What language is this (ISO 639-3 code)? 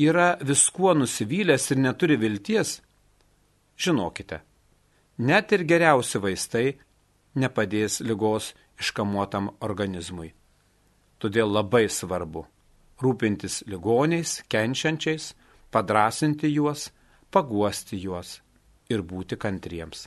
lit